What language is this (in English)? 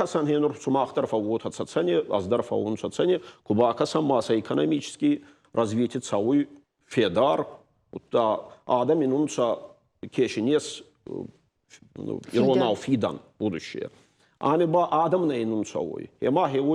Ossetic